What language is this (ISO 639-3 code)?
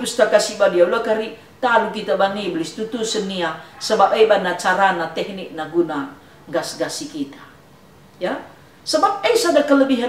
btx